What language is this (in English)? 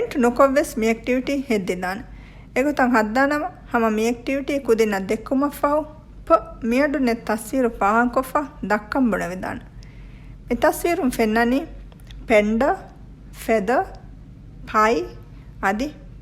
Divehi